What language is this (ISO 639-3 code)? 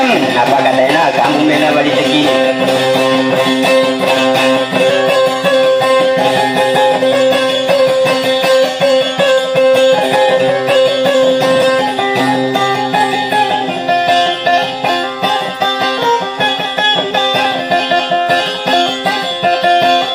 ind